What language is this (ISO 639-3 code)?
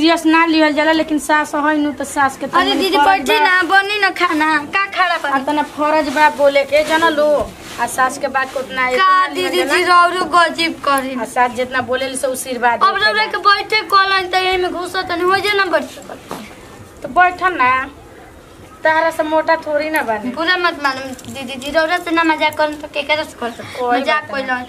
bho